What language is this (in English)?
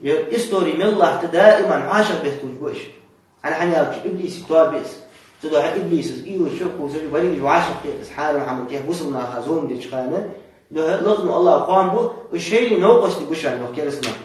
Ingush